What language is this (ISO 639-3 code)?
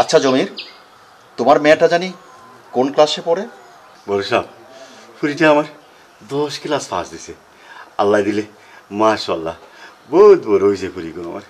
syl